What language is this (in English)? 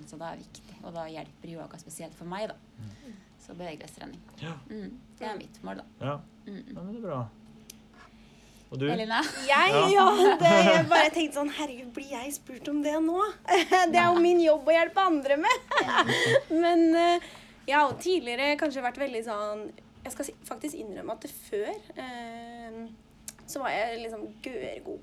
Norwegian